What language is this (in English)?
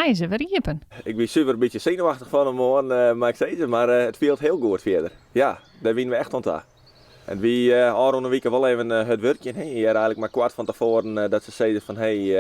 Western Frisian